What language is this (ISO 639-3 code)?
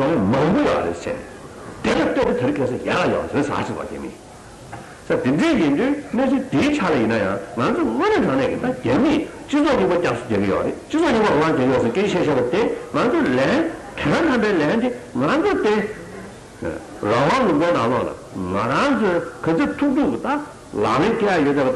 bod